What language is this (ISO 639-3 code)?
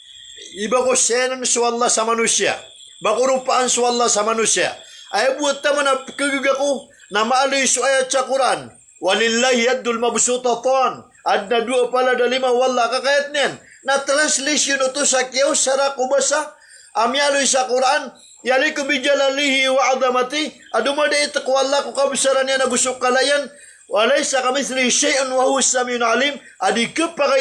mrw